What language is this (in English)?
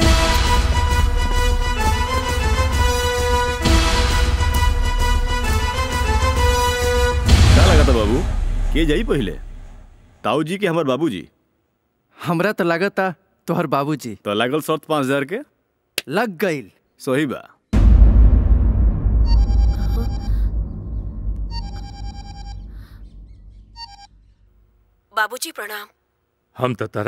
Bhojpuri